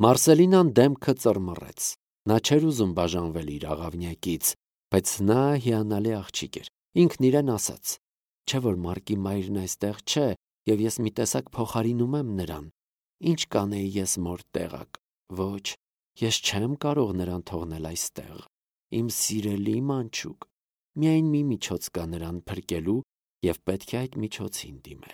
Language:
Armenian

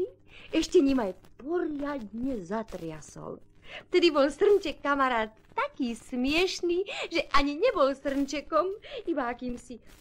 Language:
Slovak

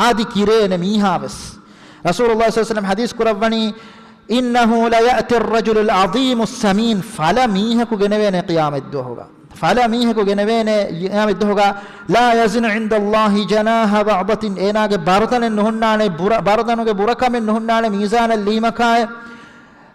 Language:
Divehi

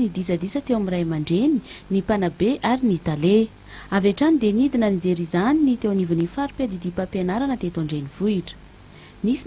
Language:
Malagasy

